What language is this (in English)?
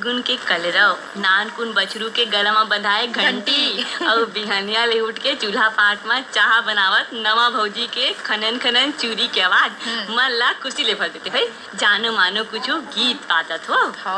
Chhattisgarhi